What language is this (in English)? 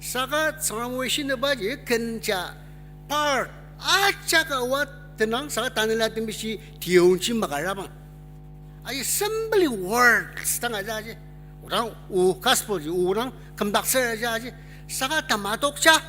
Ao Naga